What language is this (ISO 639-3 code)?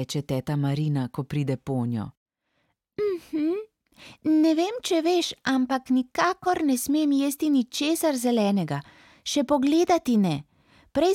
slv